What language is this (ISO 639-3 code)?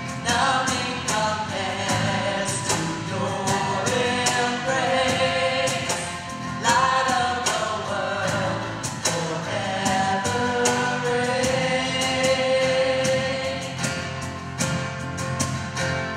eng